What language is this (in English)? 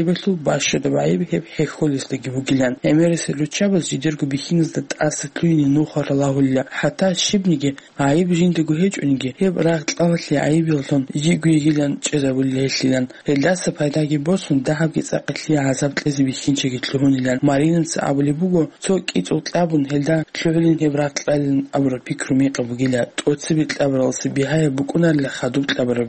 Avaric